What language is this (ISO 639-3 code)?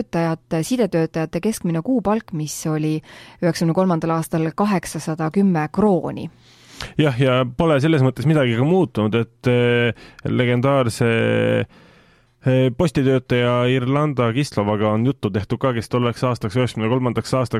est